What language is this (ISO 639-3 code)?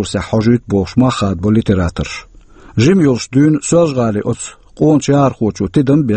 che